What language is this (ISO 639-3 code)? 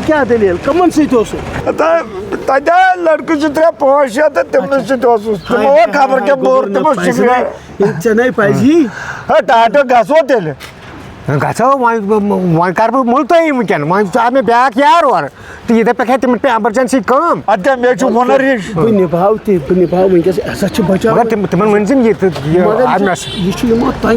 kas